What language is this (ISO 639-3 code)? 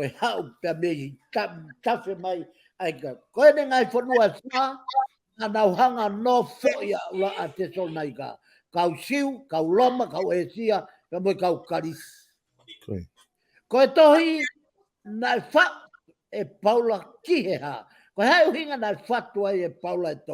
ton